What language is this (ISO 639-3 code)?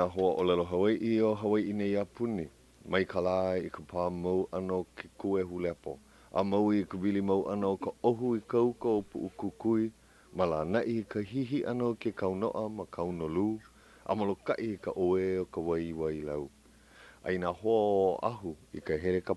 haw